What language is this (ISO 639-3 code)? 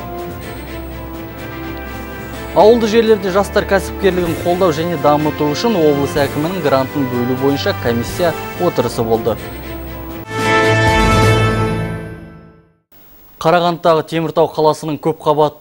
kaz